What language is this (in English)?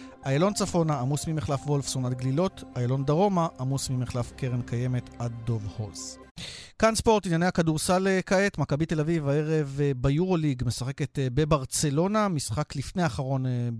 Hebrew